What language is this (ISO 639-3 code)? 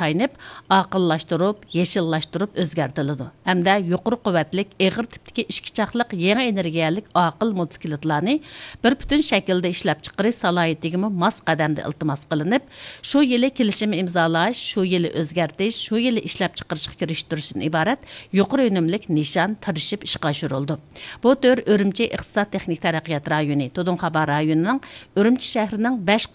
uig